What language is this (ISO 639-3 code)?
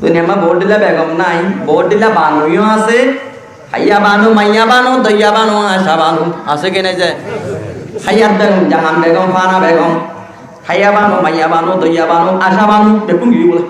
rhg